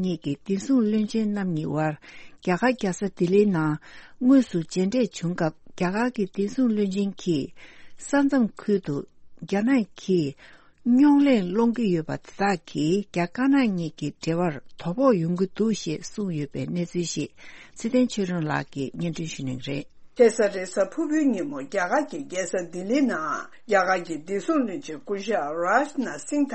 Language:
Tibetan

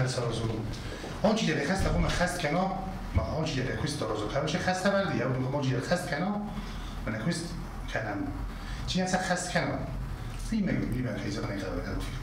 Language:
Ossetic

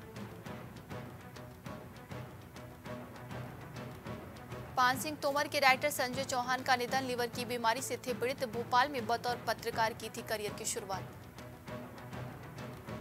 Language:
Hindi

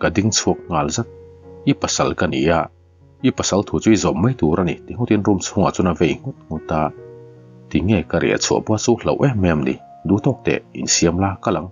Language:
Mizo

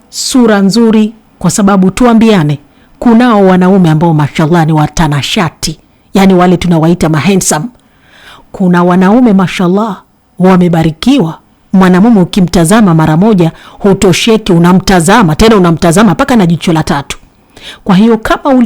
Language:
Swahili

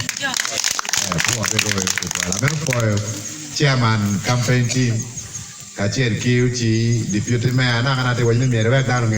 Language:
Acoli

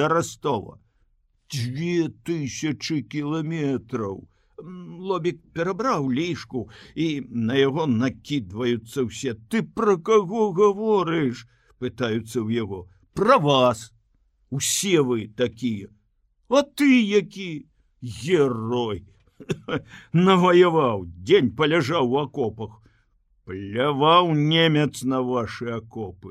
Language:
Belarusian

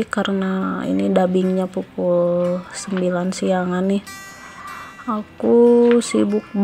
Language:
Indonesian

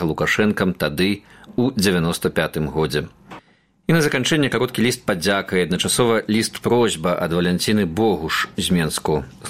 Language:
Belarusian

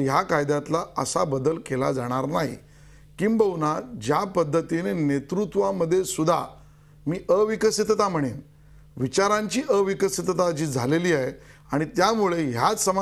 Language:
Marathi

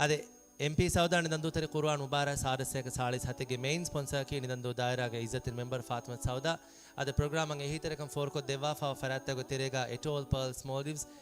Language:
Divehi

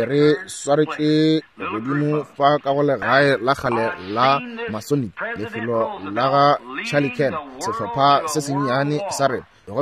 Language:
Northern Sotho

